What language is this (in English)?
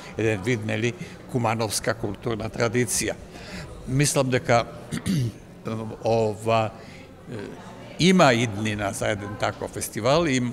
Macedonian